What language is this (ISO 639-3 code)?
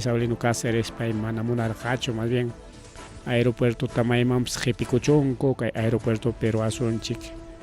quy